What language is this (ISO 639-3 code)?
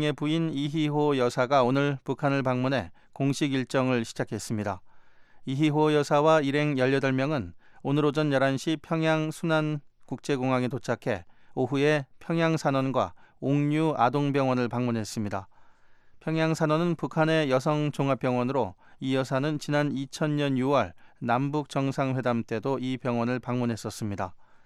kor